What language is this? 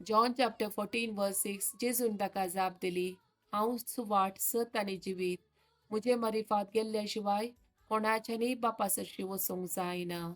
Konkani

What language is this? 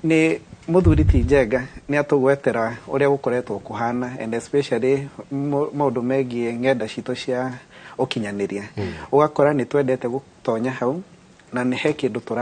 Kikuyu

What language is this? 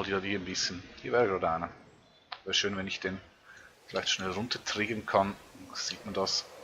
Swiss German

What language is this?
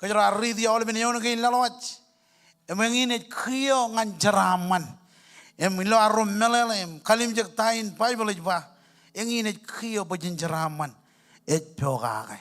Marshallese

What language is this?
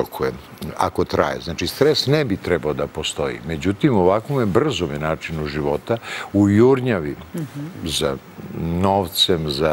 Serbian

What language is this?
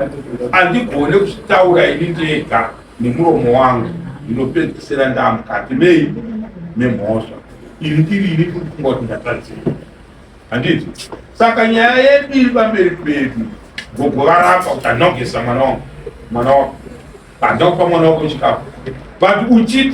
Shona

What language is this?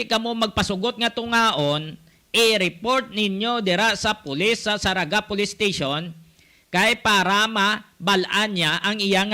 Hiligaynon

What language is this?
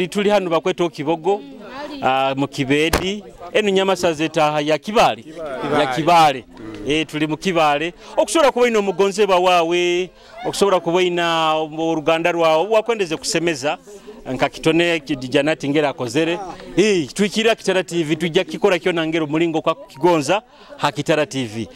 Nyoro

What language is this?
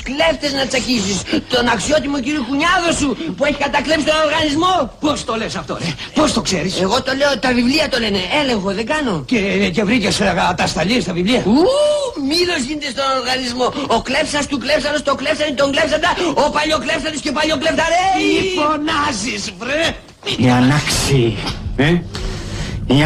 Greek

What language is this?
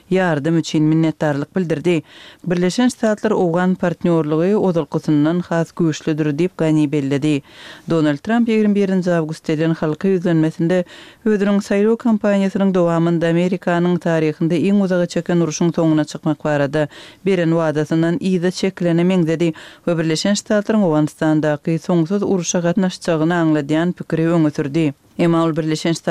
Turkmen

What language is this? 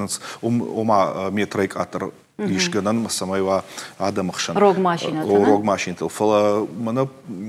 Ossetic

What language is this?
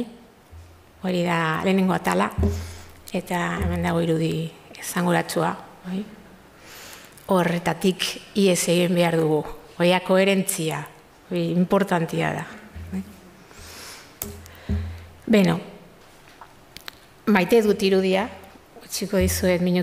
Basque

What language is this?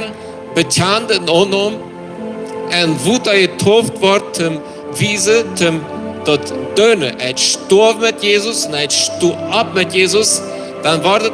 Plautdietsch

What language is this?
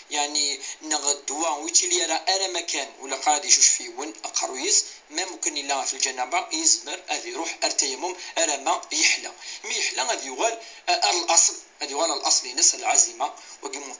Kabyle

